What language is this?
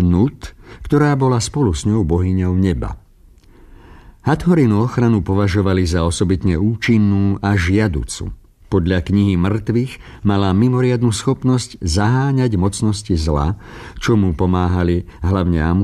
Slovak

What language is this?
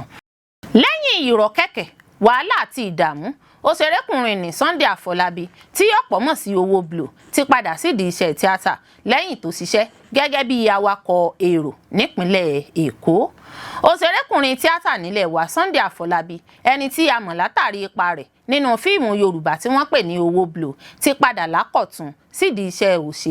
Yoruba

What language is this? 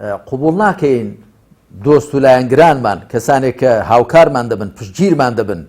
Central Kurdish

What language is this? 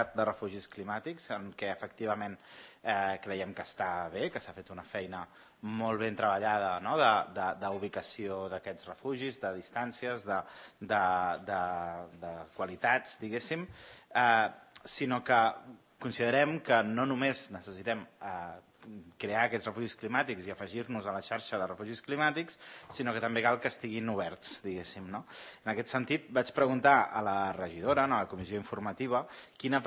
Catalan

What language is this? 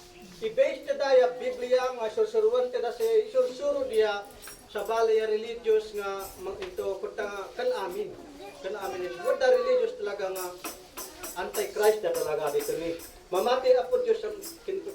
Isnag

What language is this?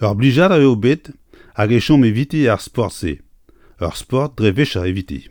Breton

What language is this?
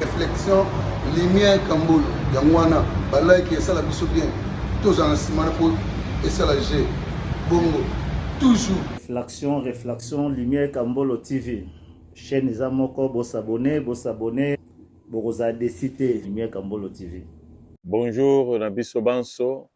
Lingala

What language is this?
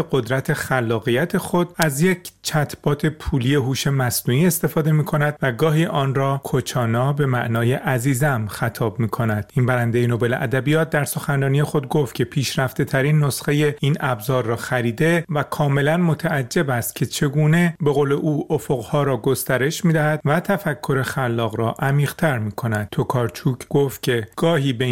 Persian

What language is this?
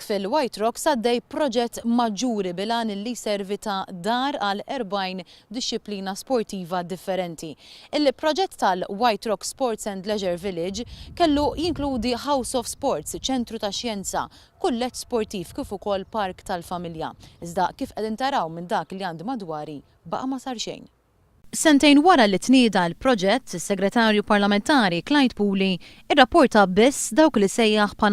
Maltese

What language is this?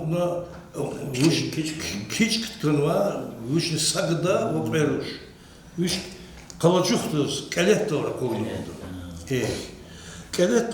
Lezghian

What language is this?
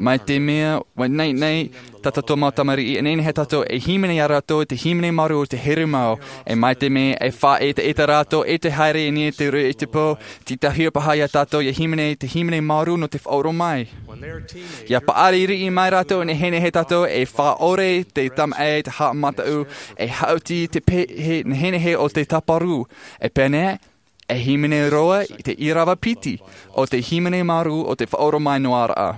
Tahitian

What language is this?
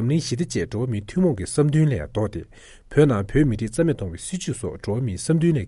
Tibetan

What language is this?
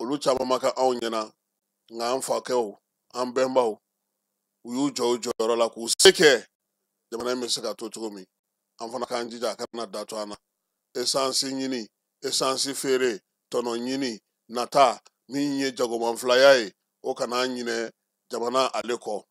Bambara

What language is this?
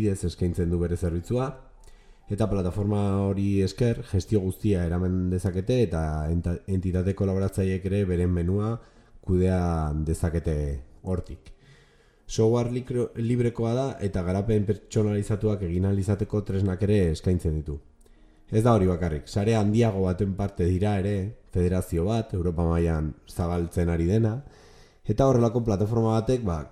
Basque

